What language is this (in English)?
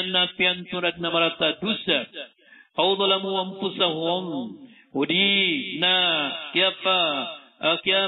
Maranao